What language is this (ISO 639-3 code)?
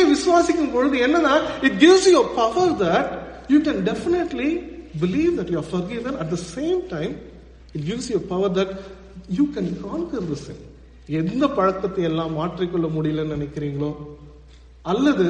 tam